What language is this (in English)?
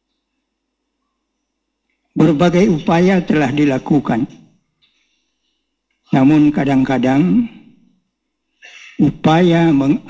Indonesian